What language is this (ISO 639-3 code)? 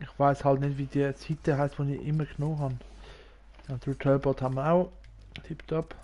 gsw